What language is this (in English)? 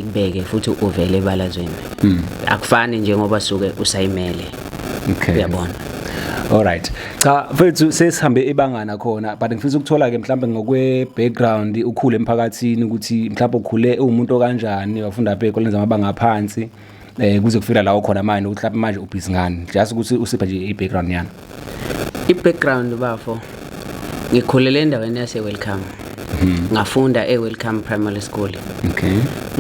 Zulu